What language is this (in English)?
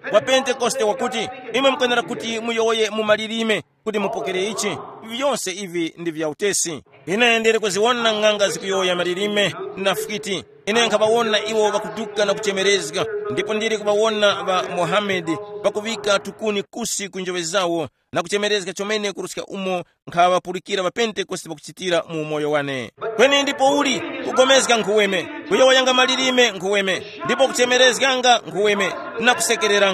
Tumbuka